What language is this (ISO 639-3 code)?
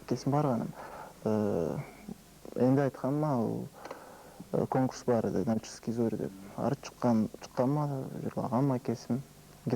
krc